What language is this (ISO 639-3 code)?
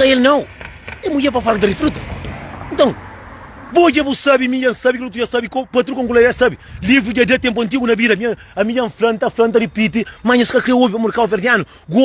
kea